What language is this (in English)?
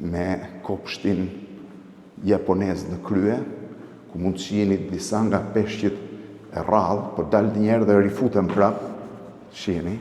Albanian